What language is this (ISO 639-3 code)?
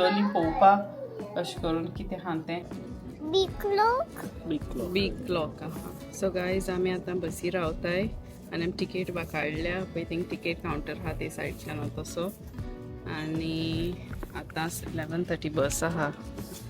kok